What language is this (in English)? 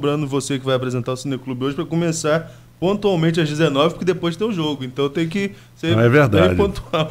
Portuguese